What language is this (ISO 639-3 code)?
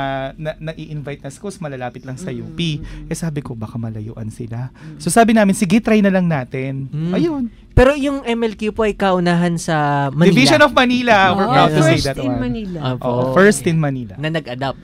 fil